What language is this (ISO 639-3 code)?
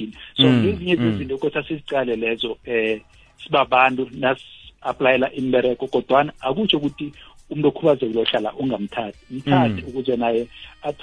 nbl